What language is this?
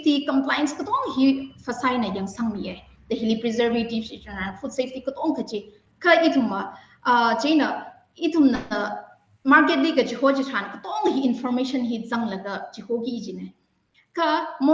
Tangkhul Naga (India)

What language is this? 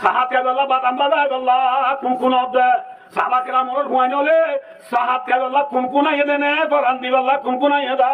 Rohingya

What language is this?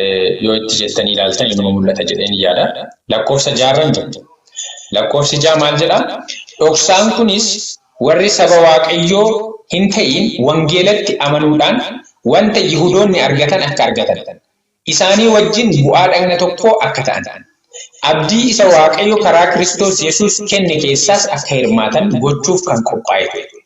Oromo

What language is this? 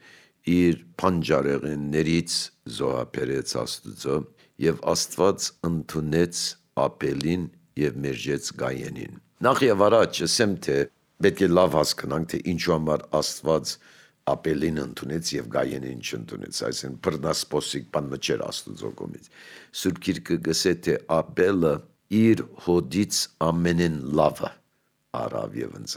Armenian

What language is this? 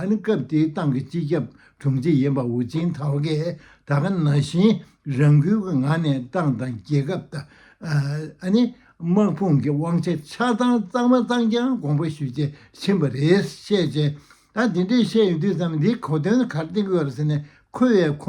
Tibetan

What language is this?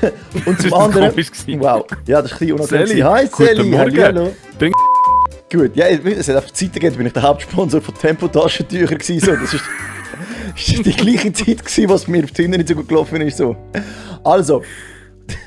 Swiss German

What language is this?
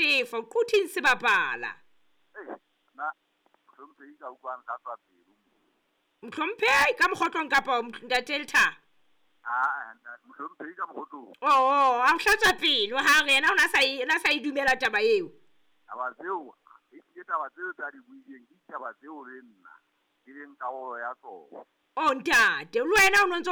Southern Sotho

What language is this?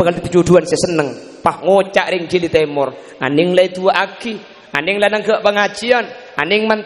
Madurese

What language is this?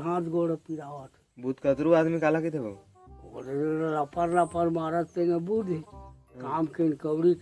Chhattisgarhi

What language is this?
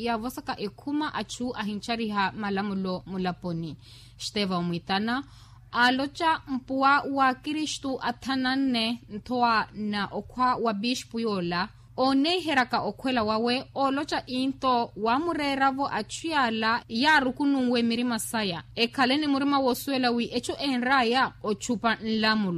Makhuwa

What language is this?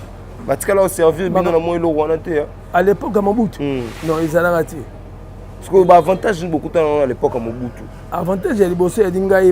Lingala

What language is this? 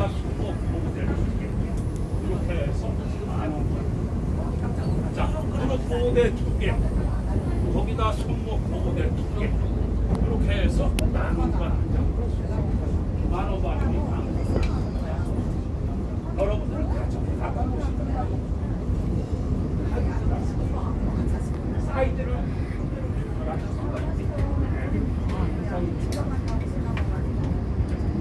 Korean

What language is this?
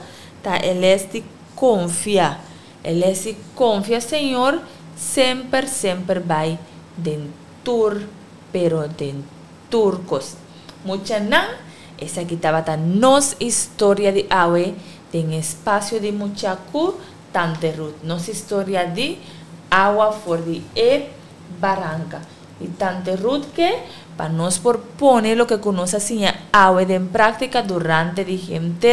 Papiamento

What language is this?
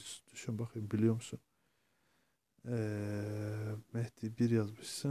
Turkish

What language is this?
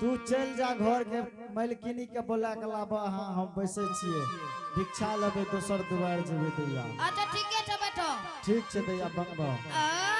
Angika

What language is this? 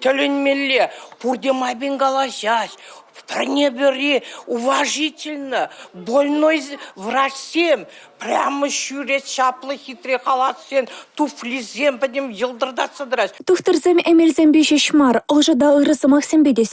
Chuvash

